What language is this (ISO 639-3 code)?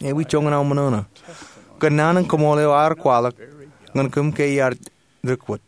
mah